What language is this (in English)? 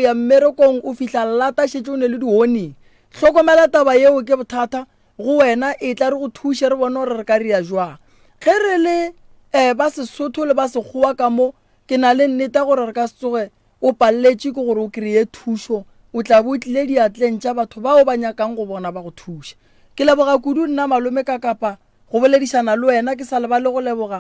Northern Sotho